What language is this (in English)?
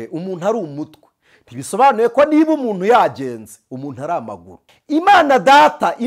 Kinyarwanda